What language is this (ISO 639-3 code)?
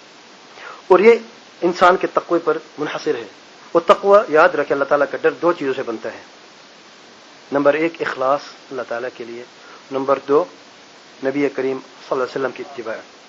urd